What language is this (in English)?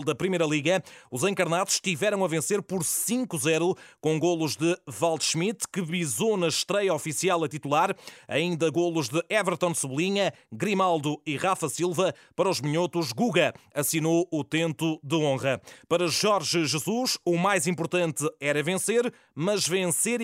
Portuguese